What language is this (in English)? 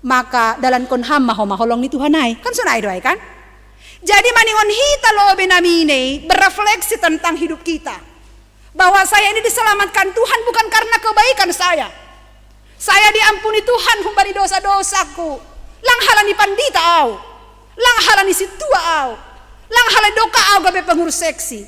Batak Simalungun